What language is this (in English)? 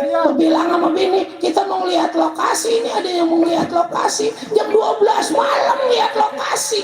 Betawi